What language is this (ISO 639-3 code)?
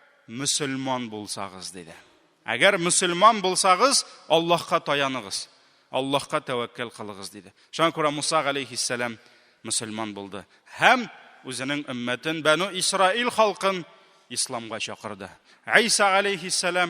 tat